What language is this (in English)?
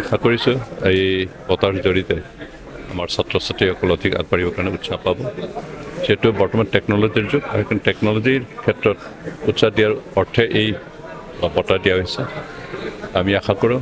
Assamese